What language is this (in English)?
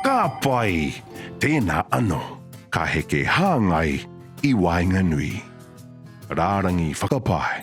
Māori